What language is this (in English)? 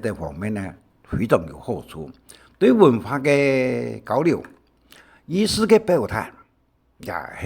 Hakka Chinese